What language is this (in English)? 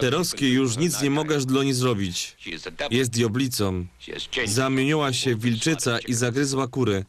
Silesian